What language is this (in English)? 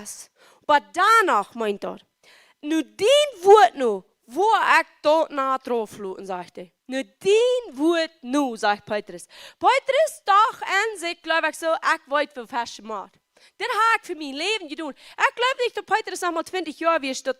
Plautdietsch